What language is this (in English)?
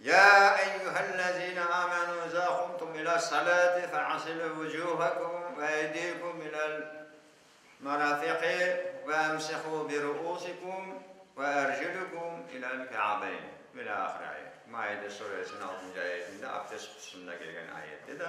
Crimean Tatar